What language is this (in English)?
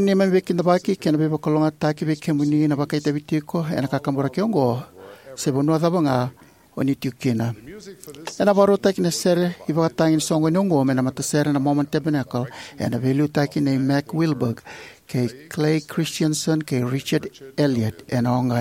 Fijian